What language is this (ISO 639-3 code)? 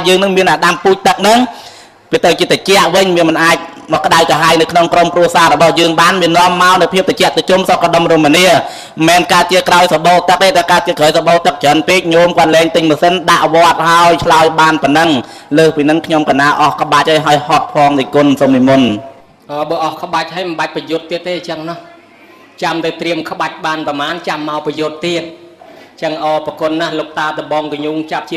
khm